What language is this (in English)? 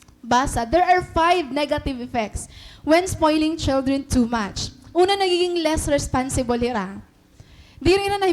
Waray